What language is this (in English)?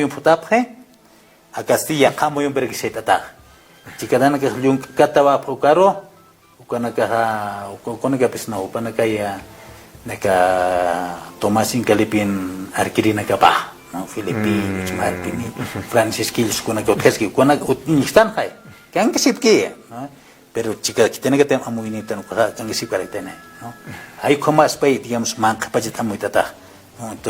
Aymara